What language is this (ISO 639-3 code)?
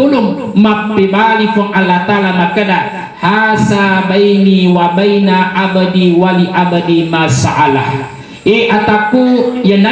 bug